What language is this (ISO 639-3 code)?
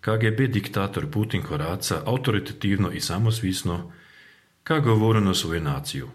srp